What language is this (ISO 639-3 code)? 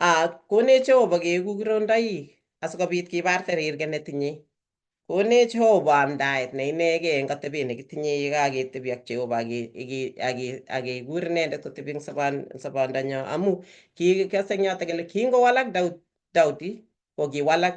kln